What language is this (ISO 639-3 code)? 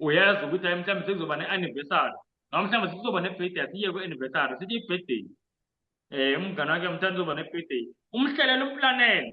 zul